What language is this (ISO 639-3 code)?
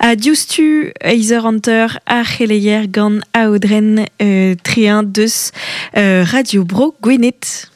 bre